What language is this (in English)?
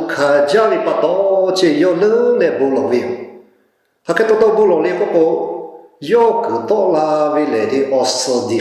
Lahu